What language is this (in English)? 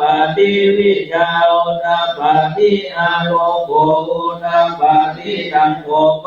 Pali